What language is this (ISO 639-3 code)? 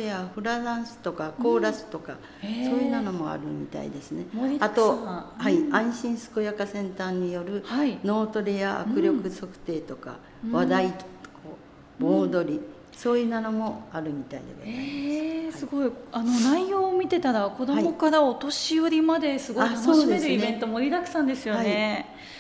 jpn